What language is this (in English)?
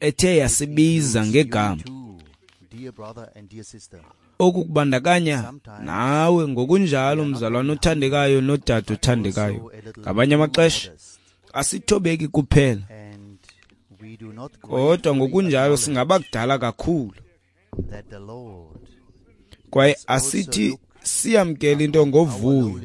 Xhosa